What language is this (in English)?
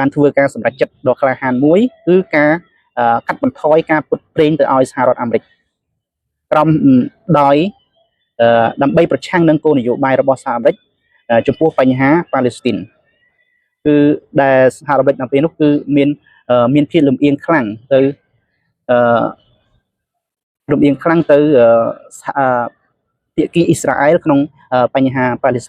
Khmer